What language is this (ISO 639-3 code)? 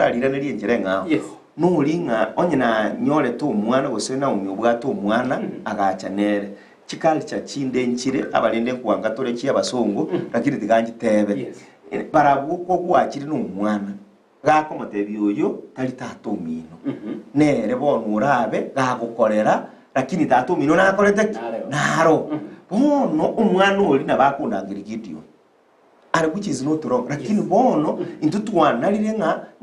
guz